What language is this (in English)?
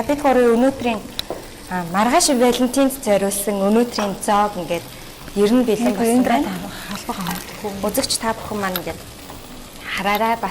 Mongolian